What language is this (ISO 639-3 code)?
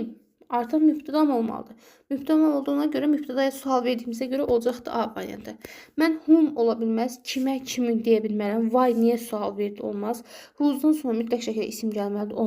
aze